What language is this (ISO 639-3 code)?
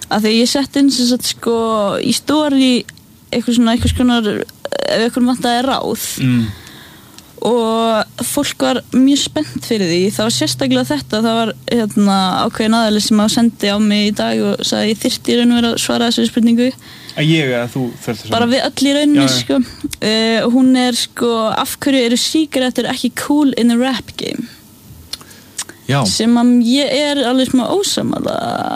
isl